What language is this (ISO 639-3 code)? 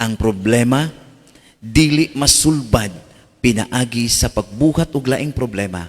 ceb